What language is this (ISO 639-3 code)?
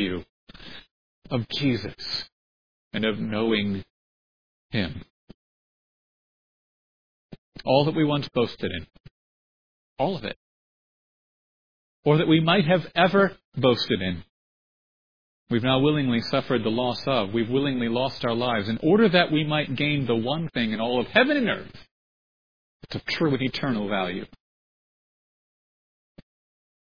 eng